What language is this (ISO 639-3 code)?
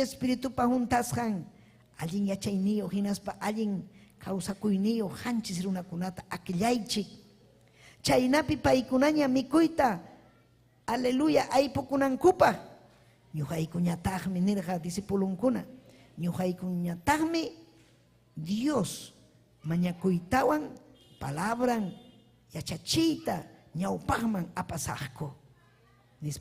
quy